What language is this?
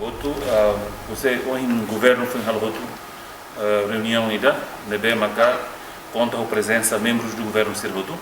Tetum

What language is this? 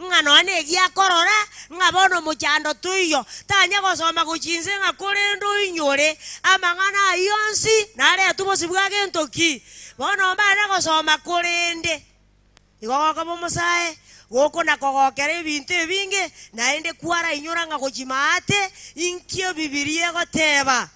Gusii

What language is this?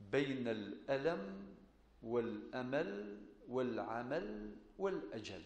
Kabyle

